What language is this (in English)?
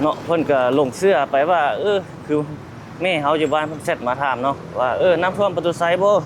Lao